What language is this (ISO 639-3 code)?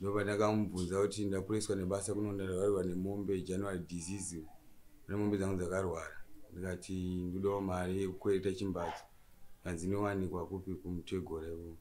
sna